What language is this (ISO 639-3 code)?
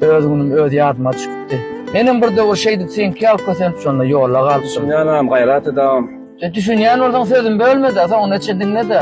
tuk